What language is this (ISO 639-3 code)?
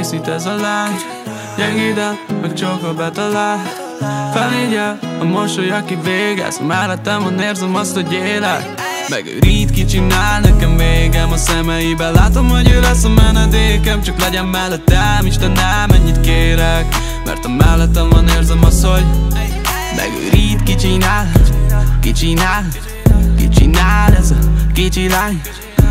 hun